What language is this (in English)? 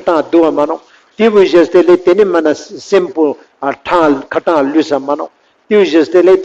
Ladakhi